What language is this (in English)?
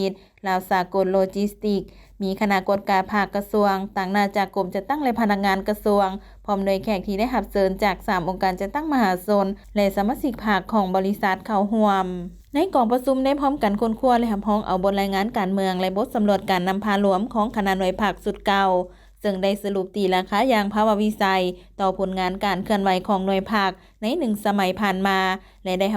Lao